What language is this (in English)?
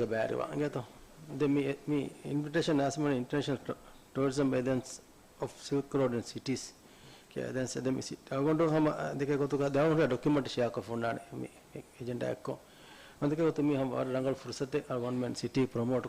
Divehi